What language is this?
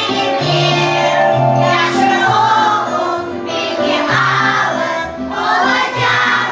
Crimean Tatar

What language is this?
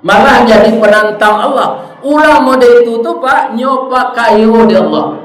Minangkabau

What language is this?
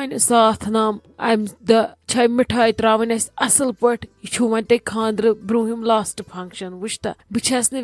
Kashmiri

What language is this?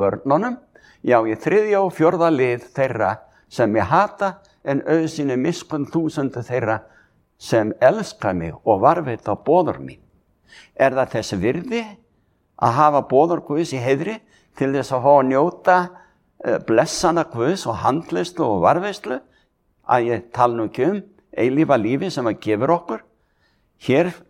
Icelandic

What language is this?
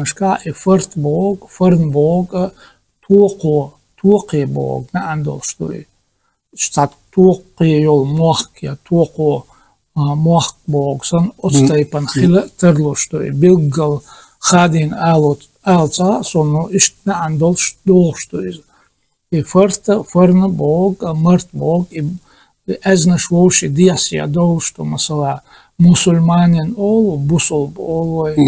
Chechen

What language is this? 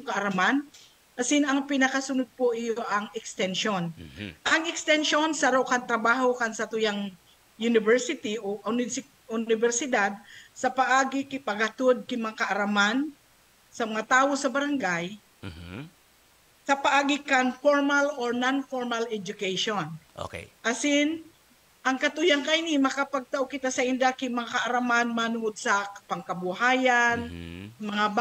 Bikol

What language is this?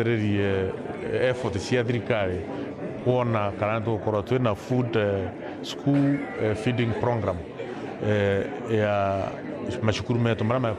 Meru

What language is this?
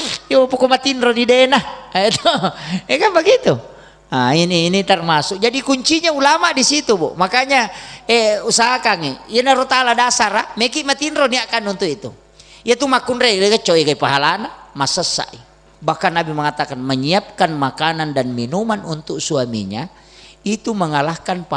Buginese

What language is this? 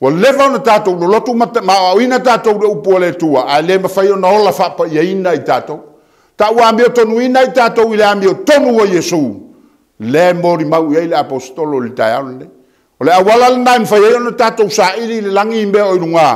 Samoan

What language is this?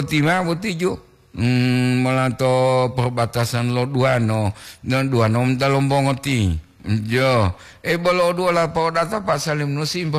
Gorontalo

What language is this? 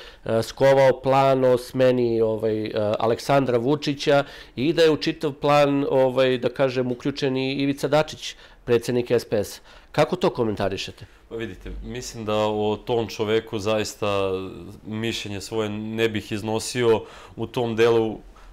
Serbian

